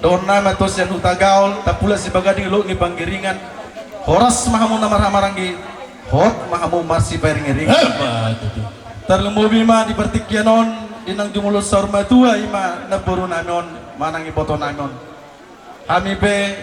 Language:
Batak Toba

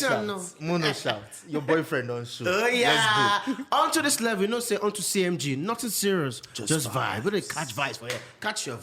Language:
Nigerian Pidgin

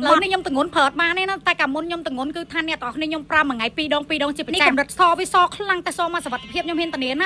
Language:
Khmer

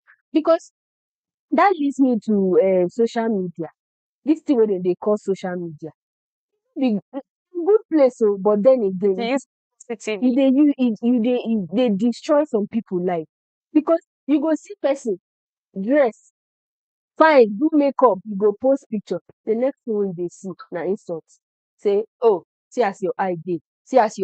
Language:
Nigerian Pidgin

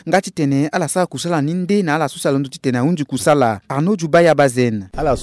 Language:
Sango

